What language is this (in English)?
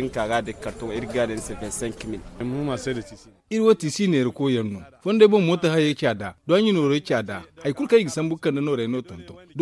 Zarma